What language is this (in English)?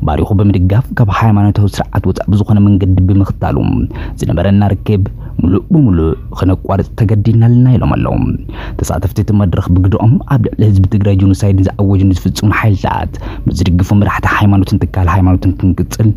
Tigrinya